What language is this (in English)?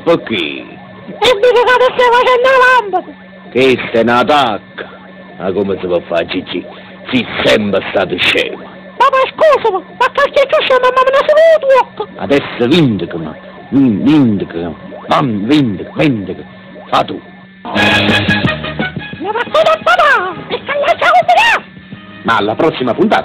Neapolitan